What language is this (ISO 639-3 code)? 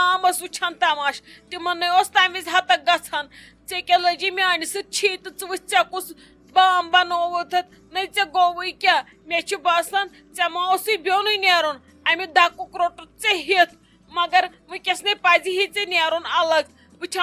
kas